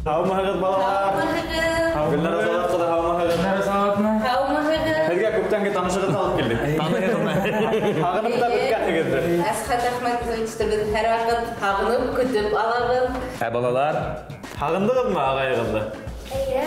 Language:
Bashkir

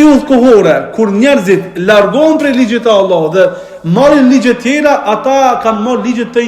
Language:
Albanian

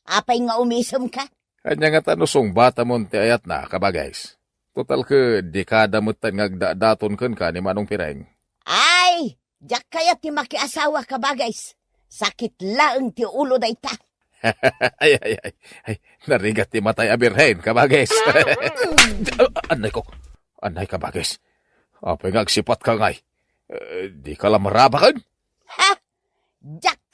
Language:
Iloko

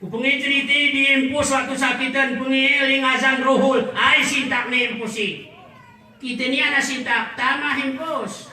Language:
Gayo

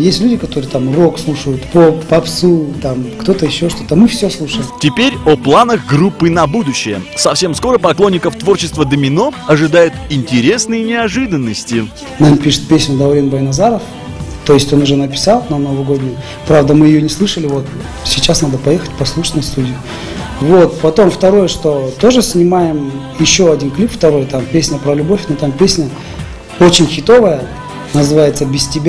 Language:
Russian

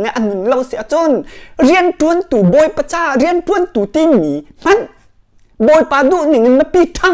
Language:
Hakha Chin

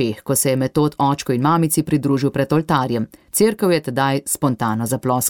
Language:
Slovenian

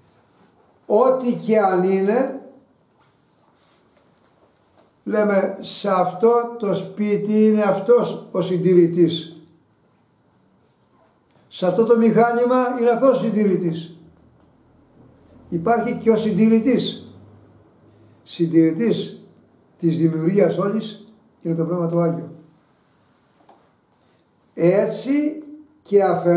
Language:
Greek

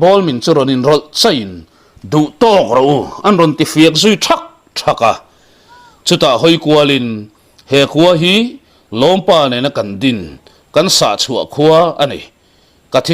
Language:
Mizo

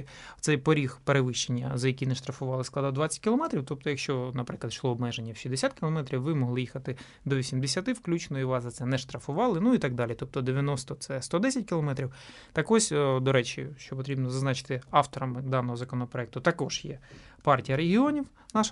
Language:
Ukrainian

